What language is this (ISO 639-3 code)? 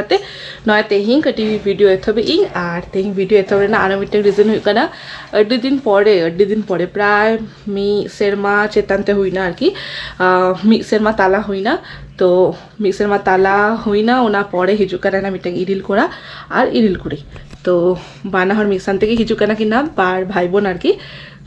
sat